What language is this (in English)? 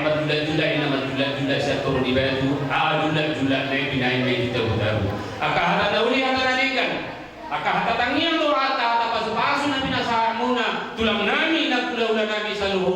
Batak Toba